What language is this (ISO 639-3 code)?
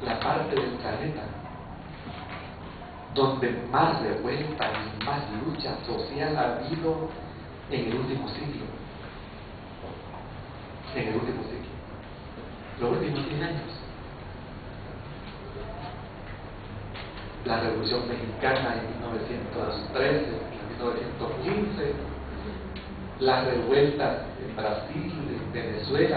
spa